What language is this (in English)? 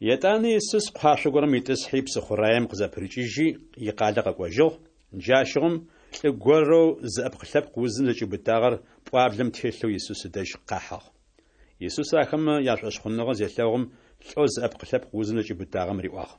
Adyghe